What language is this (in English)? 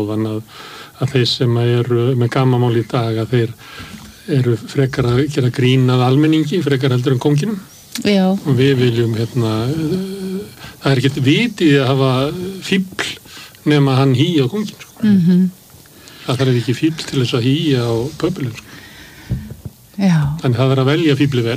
Icelandic